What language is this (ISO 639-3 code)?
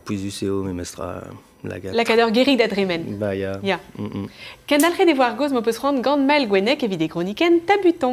bre